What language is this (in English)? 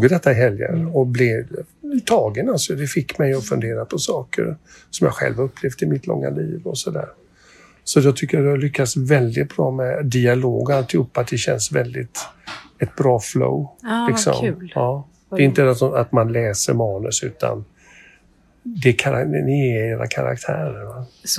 Swedish